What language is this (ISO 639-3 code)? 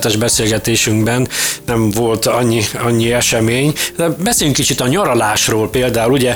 hun